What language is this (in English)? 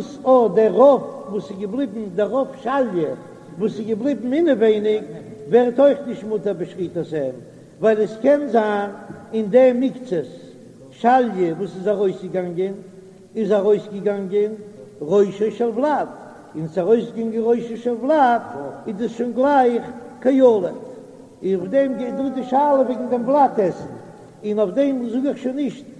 Yiddish